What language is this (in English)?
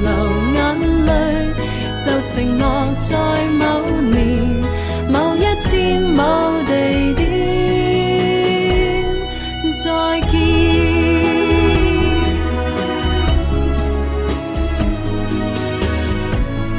Chinese